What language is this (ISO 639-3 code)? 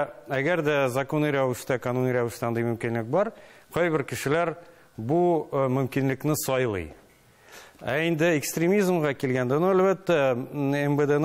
tat